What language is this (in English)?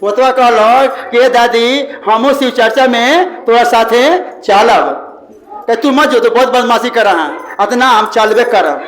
Magahi